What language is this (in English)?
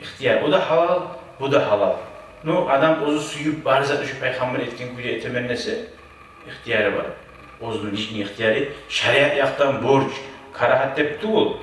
Kumyk